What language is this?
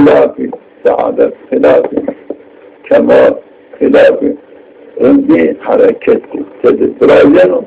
Zaza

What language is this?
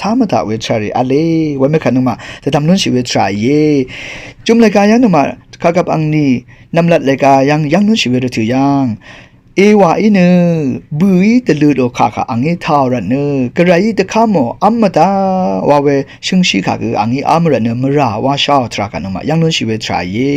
Rawang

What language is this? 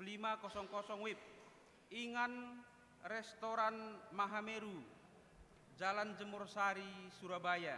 Batak Karo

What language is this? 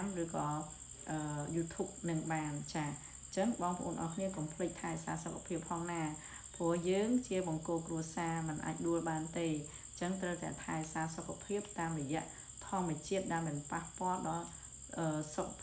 Khmer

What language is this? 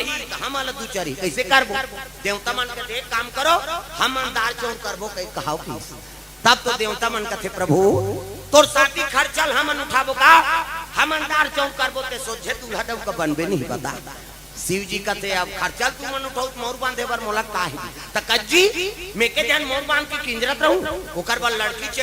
Chhattisgarhi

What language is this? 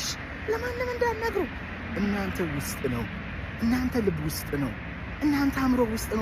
Amharic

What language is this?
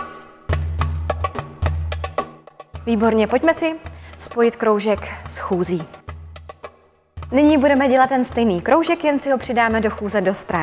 Czech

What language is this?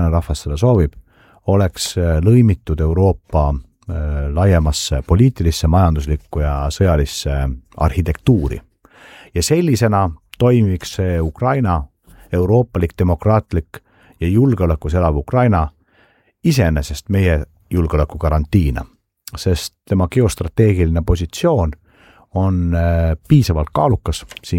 Estonian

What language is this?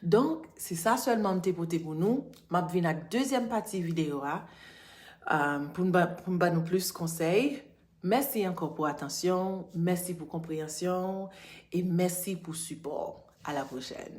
Haitian Creole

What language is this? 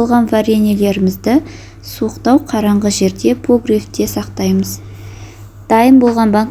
Kazakh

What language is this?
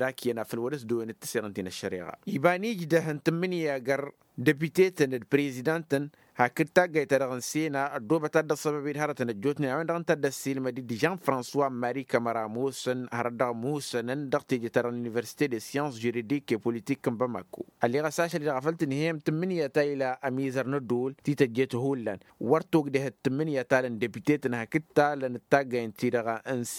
Tamasheq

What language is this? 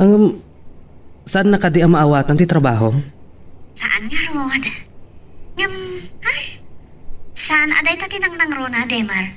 Iloko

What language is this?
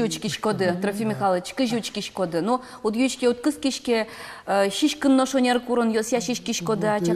Udmurt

